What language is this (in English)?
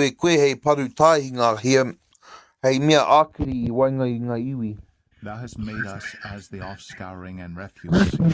Māori